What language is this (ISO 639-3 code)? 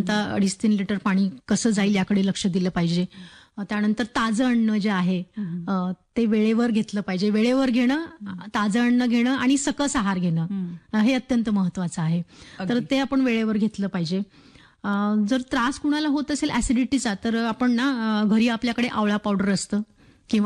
mar